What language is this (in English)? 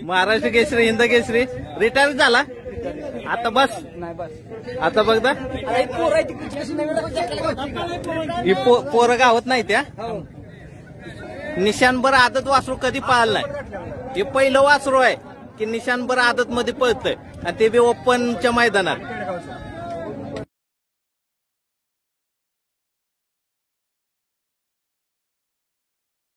Marathi